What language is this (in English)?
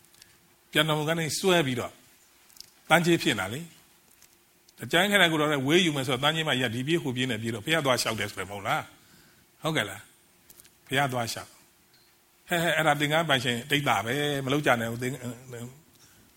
Burmese